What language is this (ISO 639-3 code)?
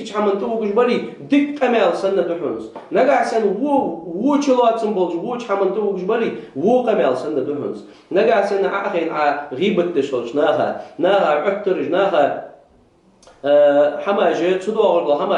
inh